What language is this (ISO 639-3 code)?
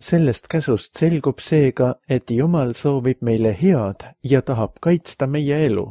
est